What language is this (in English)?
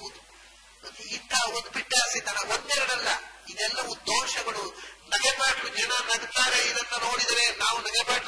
Kannada